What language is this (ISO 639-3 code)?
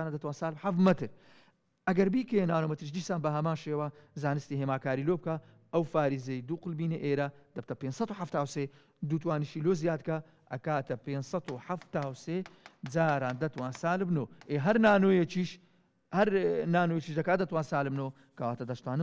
ckb